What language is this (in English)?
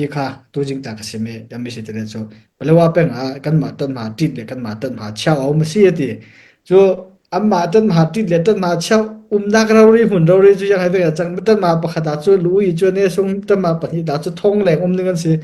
Falam Chin